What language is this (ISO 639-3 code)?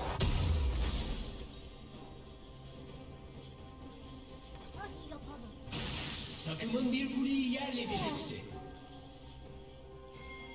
tur